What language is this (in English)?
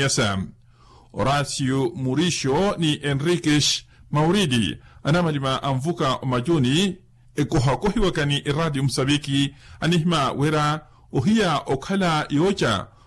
Makhuwa